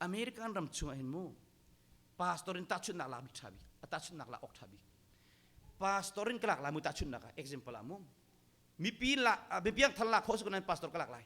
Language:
Hakha Chin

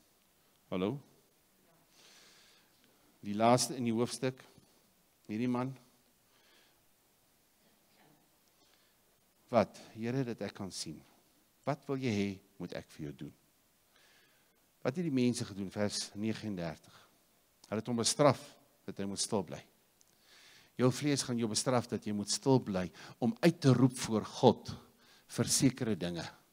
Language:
Afrikaans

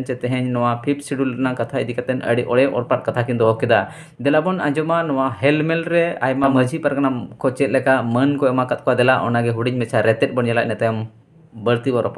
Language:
Santali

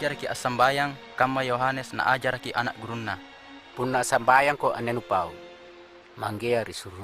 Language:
Makasar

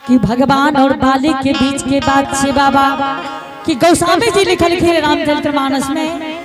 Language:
Angika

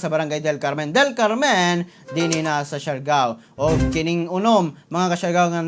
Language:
Cebuano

